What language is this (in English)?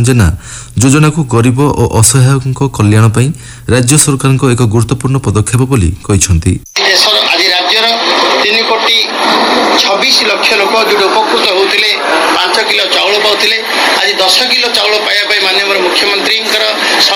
Odia